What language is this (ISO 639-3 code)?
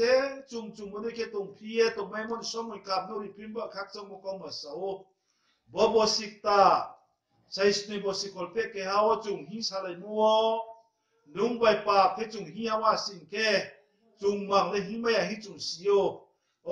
ria